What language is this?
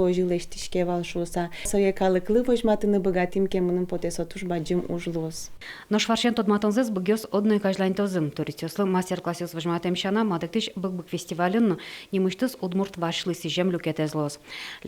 Udmurt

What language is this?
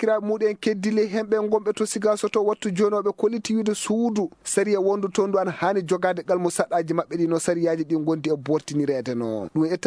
Maasina Fulfulde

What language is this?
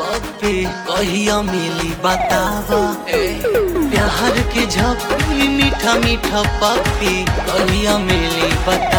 Bhojpuri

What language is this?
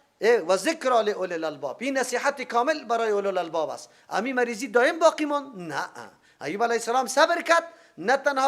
Persian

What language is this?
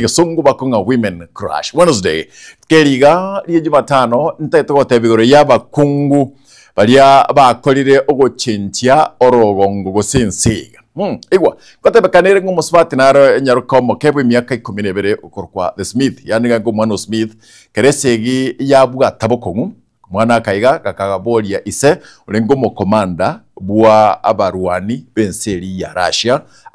Gusii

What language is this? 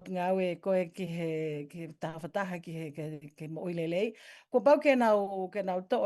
Tongan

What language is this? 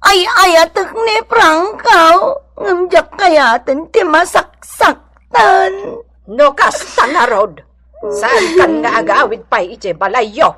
Iloko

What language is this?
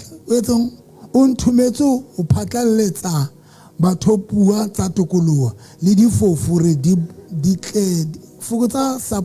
Southern Sotho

